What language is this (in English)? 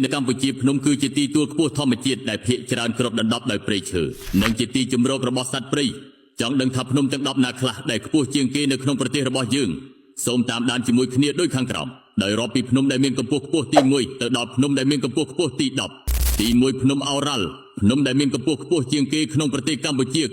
Khmer